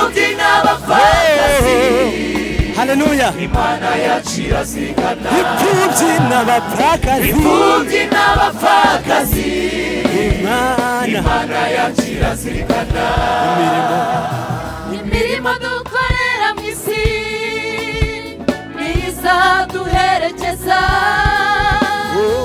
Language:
Kinyarwanda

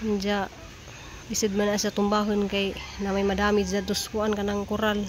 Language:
Cebuano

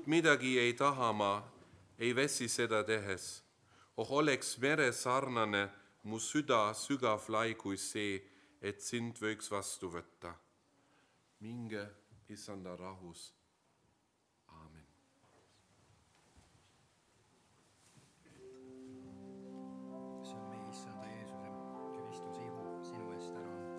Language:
Estonian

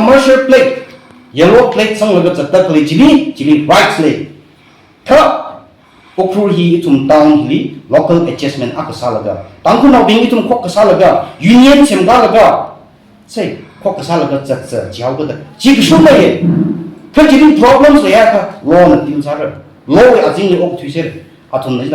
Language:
Tangkhul Naga (India)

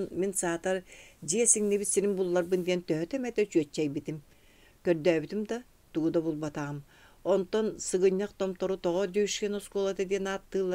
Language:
Yakut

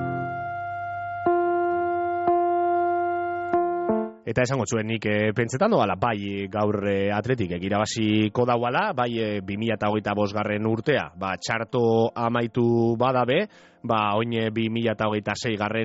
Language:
Basque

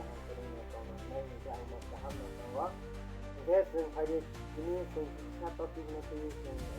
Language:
Kok Borok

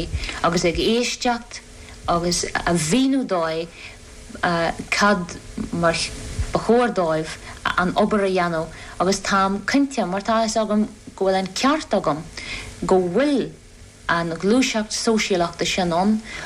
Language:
Irish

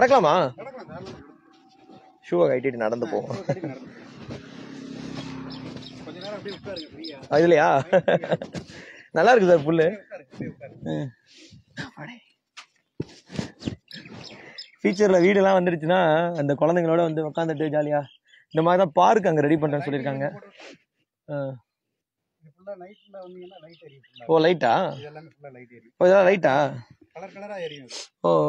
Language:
Tamil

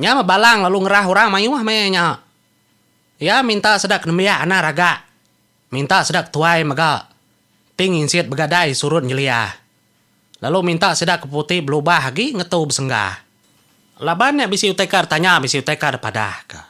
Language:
Iban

